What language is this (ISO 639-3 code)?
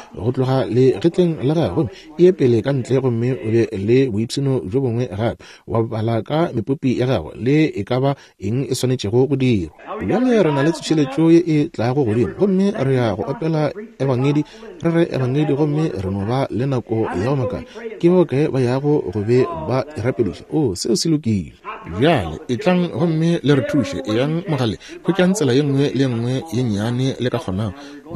nso